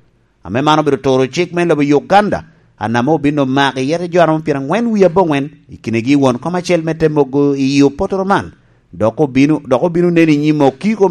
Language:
Lango (Uganda)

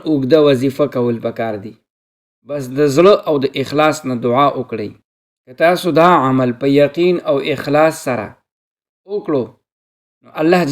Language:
Pashto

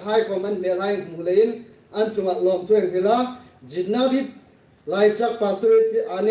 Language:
Hmar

